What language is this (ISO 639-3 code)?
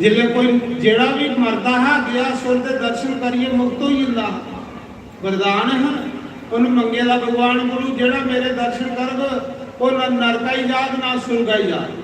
doi